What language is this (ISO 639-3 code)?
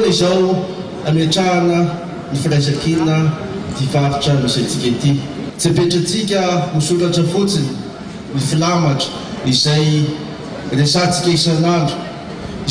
mlg